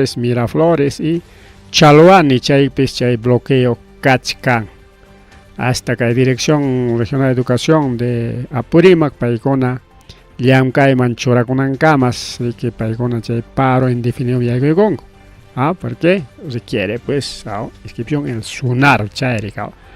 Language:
Ayacucho Quechua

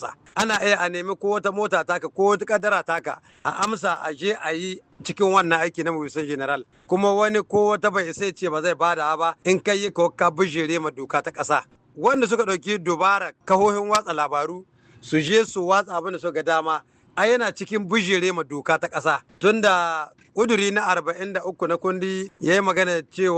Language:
Hausa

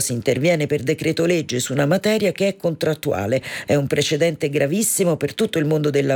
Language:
Italian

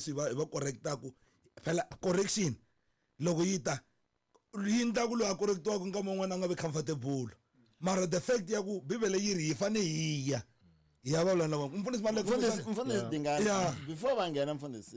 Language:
Tsonga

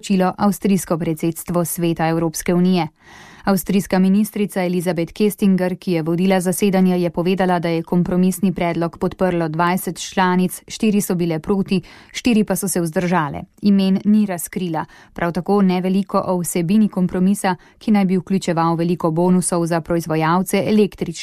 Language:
Slovenian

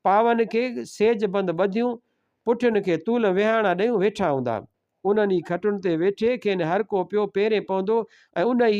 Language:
Sindhi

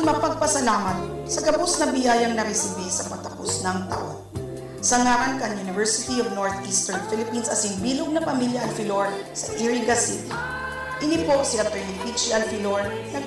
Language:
Bikol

